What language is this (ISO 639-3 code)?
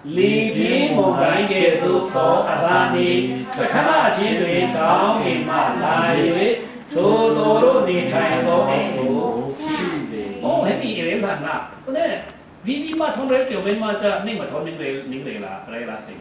cfm